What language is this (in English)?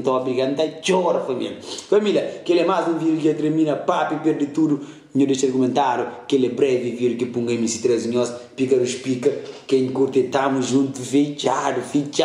Kabuverdianu